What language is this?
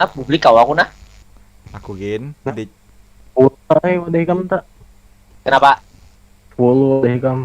Banjar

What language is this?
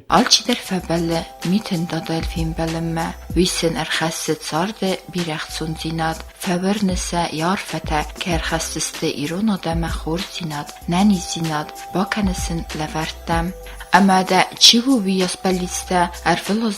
Ossetic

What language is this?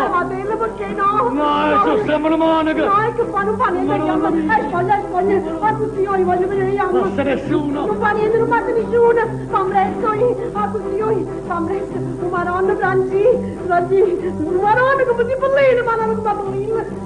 Neapolitan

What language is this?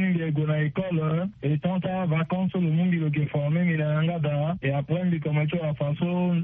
Sango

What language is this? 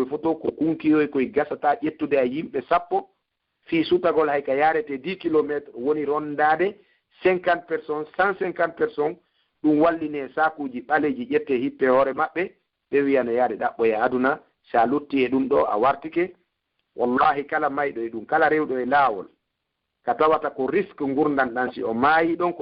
Pular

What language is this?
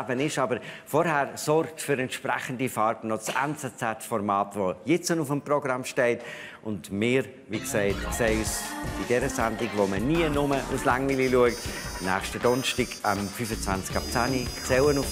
Swiss German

